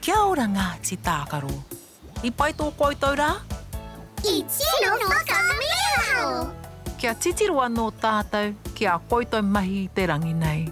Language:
Māori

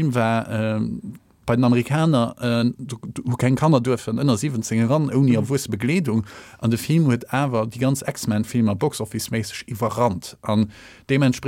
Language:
Luxembourgish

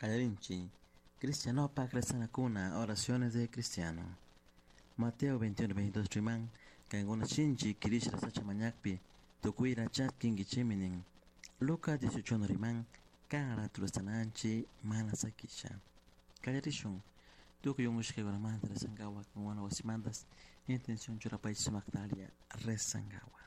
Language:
Chimborazo Highland Quichua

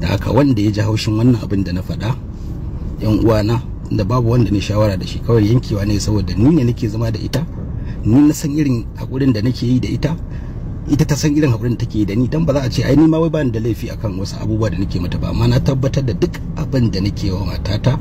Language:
Hausa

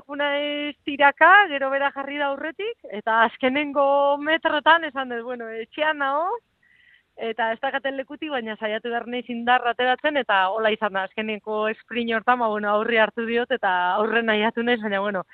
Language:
Basque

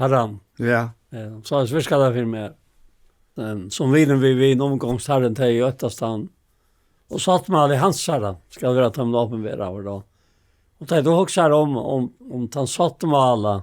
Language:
Faroese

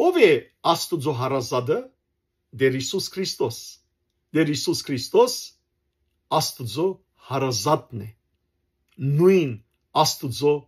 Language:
Western Armenian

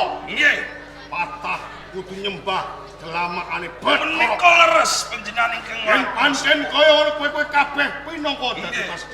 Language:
Javanese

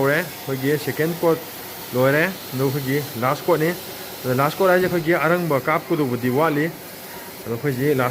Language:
Manipuri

